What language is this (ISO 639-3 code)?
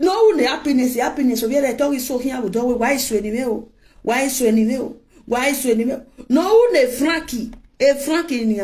pcm